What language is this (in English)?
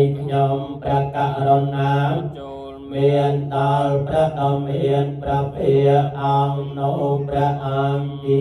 Khmer